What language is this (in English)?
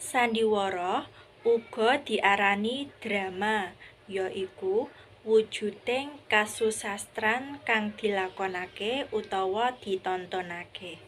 Javanese